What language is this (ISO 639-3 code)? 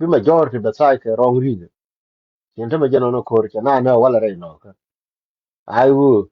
nus